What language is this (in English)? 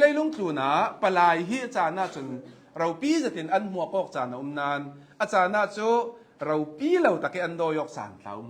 Hakha Chin